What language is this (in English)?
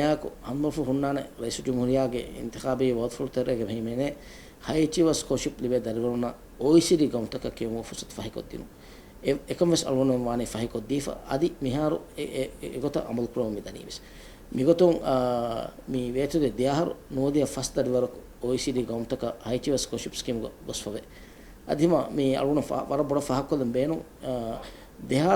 Divehi